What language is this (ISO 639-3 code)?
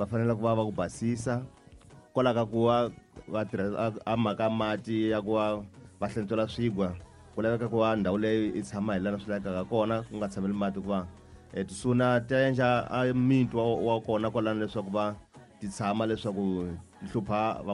tso